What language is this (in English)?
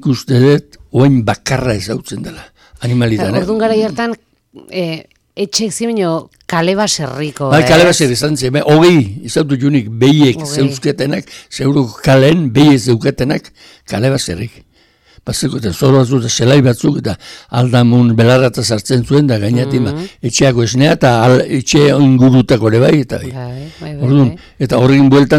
Basque